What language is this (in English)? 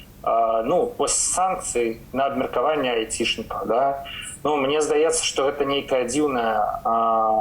Belarusian